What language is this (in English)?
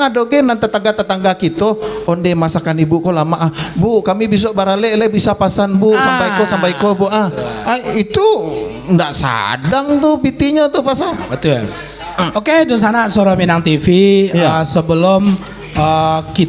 Minangkabau